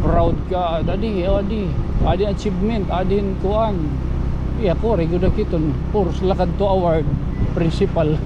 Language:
Waray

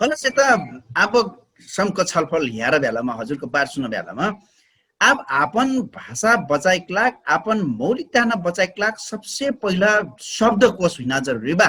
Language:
Dangaura Tharu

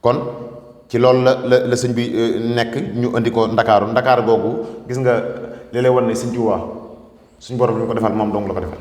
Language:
Wolof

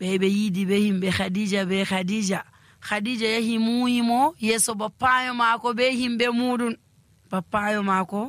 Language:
Nigerian Fulfulde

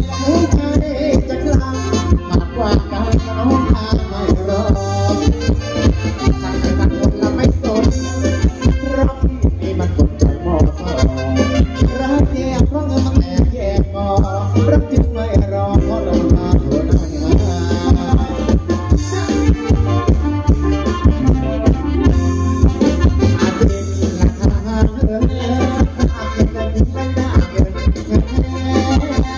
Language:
Thai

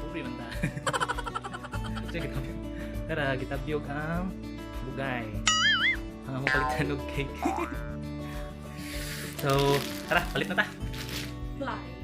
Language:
Cebuano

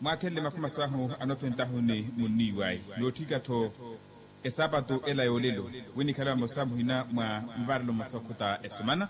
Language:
Makhuwa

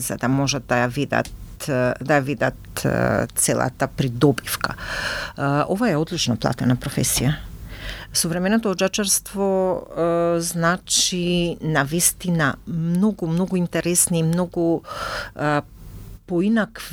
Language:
Macedonian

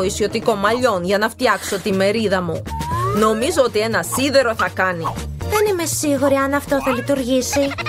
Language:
Greek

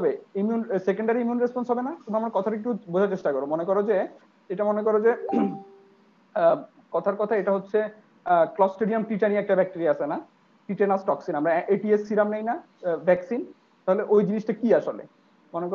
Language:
Bangla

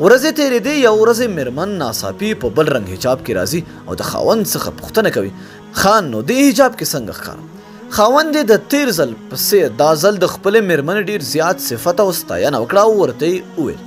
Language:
Pashto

